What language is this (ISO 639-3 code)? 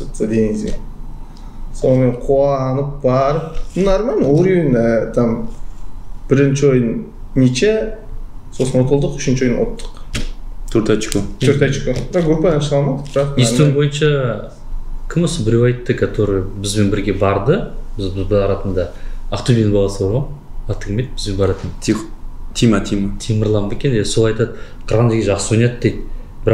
kaz